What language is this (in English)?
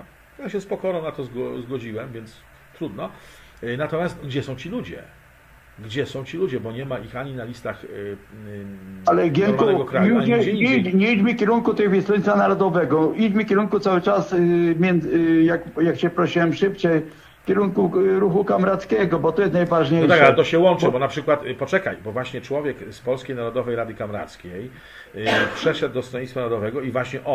Polish